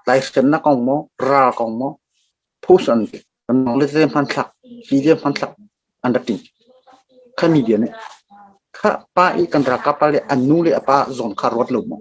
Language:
Hakha Chin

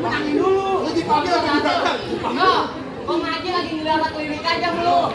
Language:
Betawi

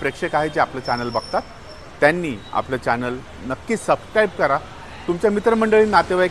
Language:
Marathi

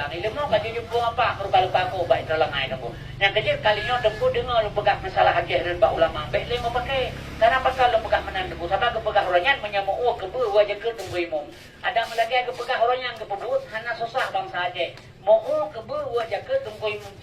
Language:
Achinese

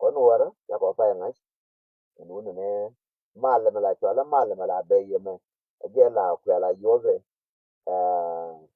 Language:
Nuer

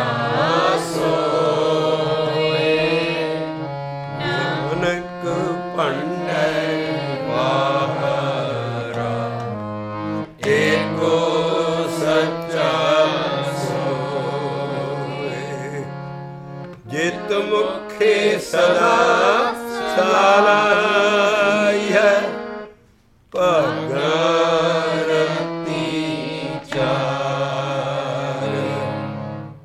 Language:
Punjabi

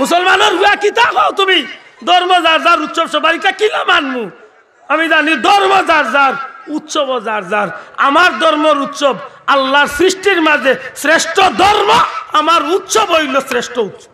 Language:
Sylheti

